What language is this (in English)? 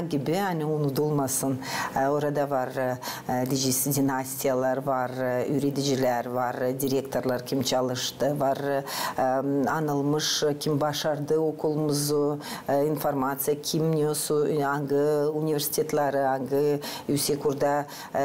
Gagauz